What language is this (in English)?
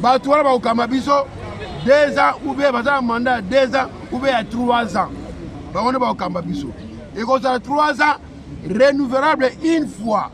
Lingala